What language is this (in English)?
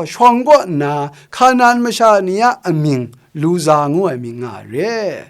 Kachin